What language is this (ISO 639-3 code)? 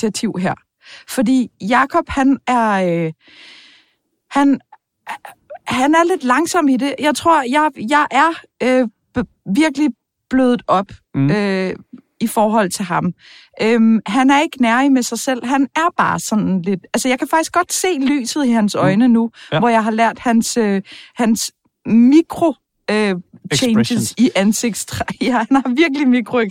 dan